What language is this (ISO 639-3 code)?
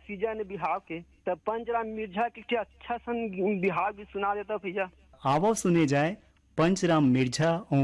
hne